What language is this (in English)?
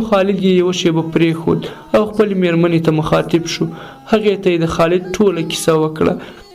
Pashto